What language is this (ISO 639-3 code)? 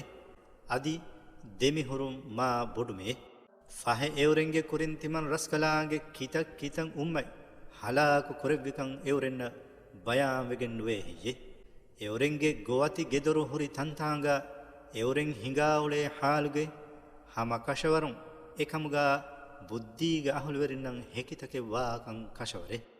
div